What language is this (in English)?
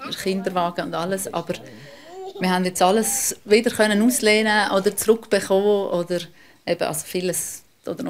Swiss German